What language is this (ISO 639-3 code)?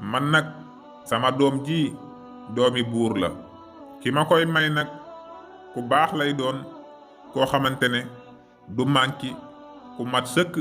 wol